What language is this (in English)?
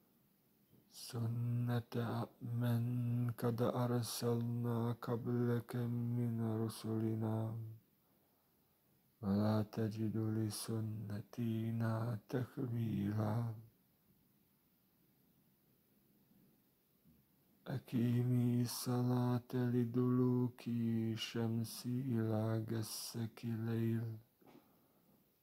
Arabic